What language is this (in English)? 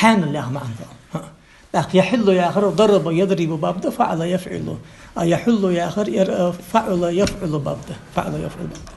Ingush